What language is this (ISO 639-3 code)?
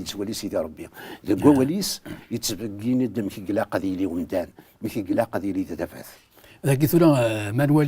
kab